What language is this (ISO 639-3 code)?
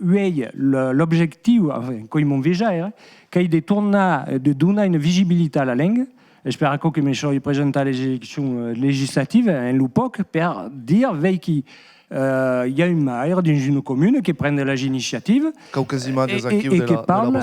oci